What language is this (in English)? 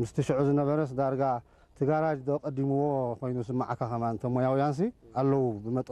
Tigrinya